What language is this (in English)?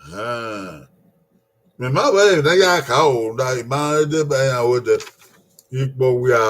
Bini